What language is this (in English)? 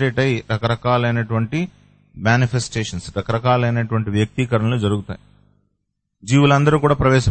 Telugu